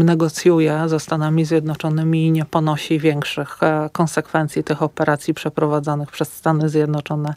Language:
Polish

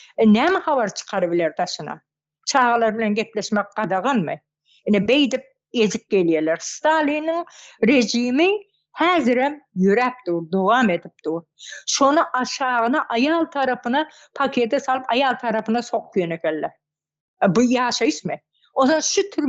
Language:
Turkmen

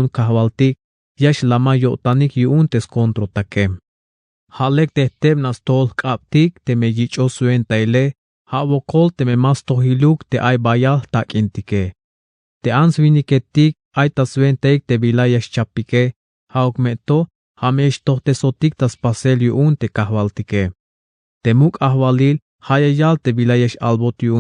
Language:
Tzeltal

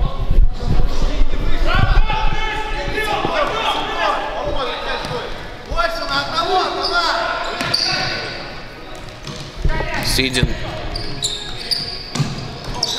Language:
Russian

